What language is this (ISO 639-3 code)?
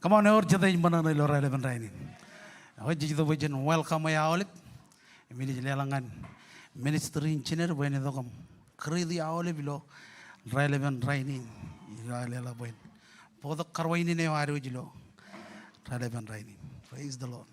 mah